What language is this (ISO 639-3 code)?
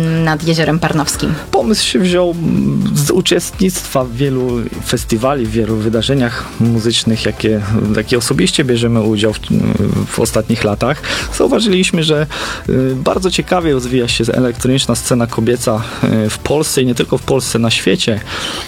pol